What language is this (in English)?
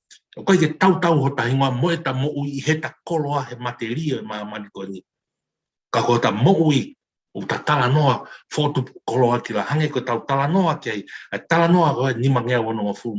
Tongan